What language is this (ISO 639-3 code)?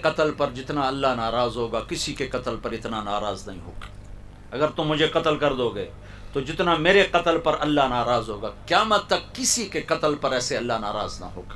urd